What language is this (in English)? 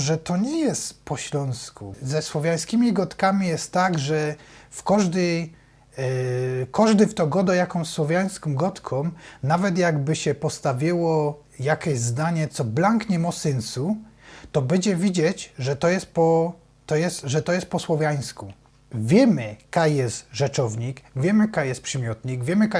Silesian